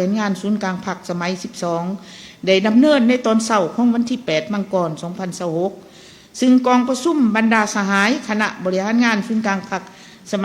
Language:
Lao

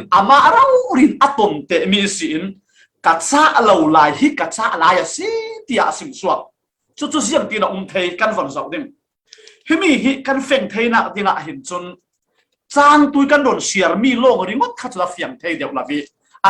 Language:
Falam Chin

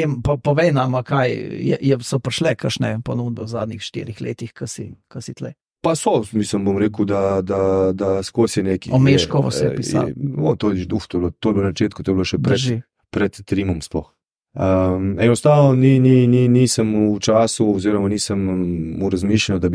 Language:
Slovenian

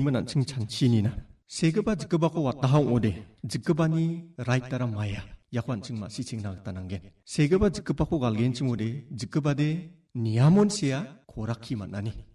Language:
Garo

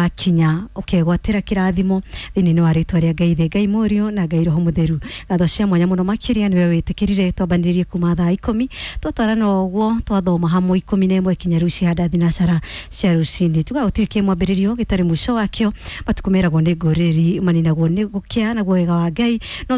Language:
Kikuyu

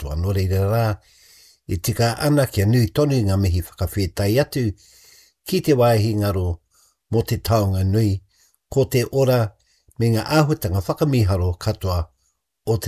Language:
Māori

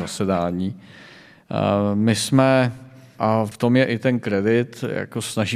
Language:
Czech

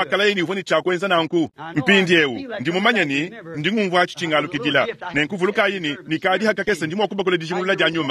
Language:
Luba-Lulua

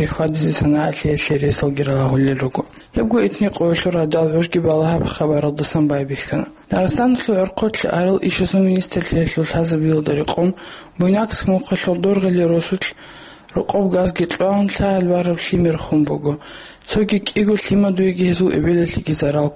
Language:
Avaric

